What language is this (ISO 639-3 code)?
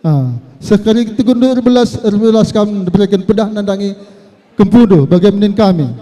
btx